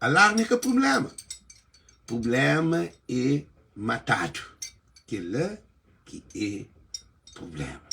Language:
Kabuverdianu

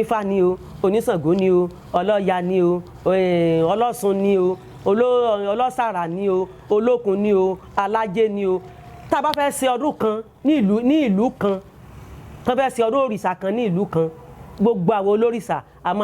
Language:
Yoruba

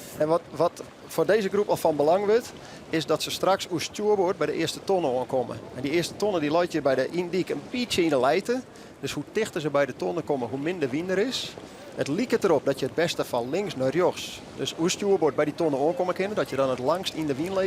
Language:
Western Frisian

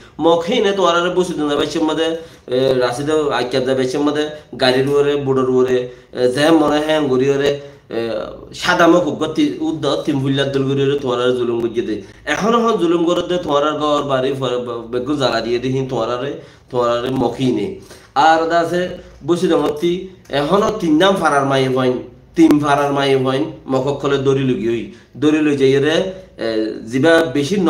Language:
Rohingya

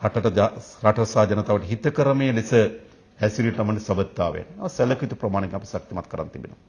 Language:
Sinhala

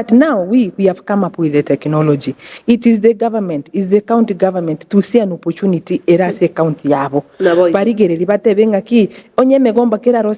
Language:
Gusii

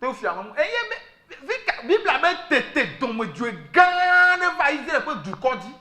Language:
Ewe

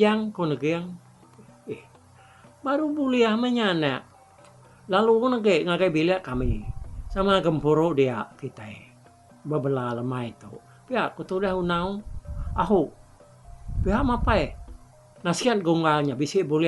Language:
Iban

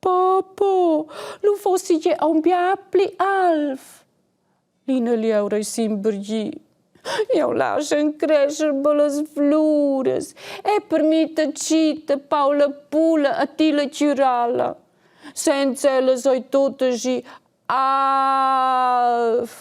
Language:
Romansh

